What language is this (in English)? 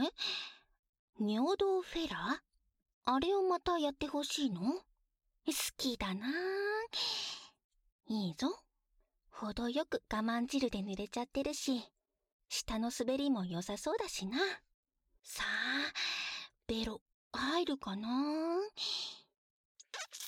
Japanese